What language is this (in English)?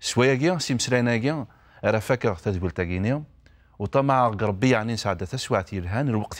Kabyle